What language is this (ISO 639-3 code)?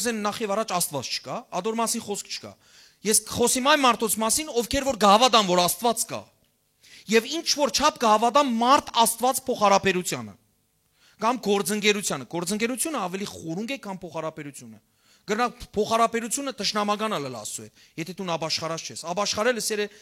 hyw